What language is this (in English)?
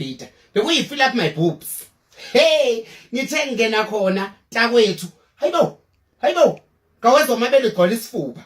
Zulu